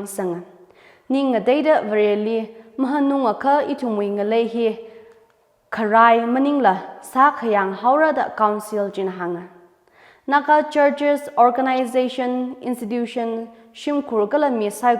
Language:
Tangkhul Naga (India)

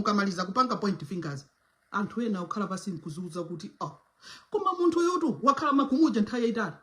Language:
Nyanja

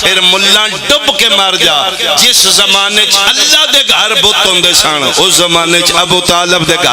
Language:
Pahari-Potwari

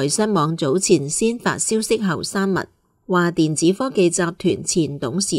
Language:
Cantonese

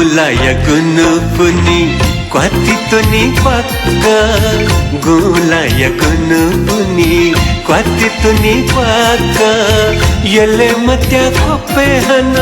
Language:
Newari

